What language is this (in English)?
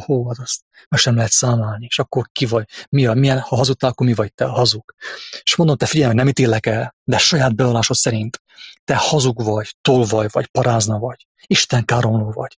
Hungarian